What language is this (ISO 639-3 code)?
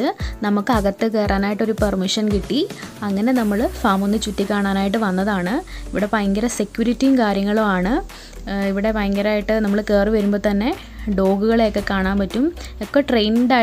mal